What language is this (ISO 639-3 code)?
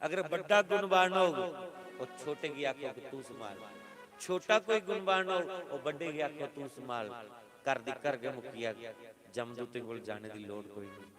doi